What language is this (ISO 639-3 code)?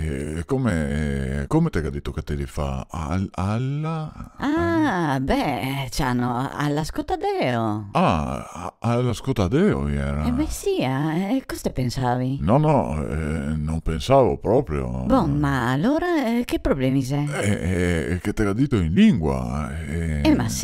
vec